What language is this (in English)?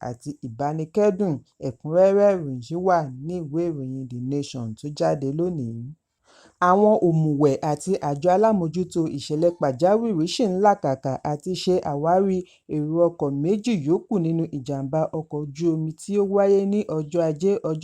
Yoruba